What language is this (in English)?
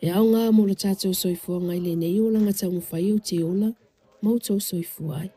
Samoan